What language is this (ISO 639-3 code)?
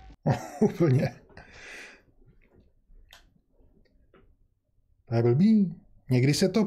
ces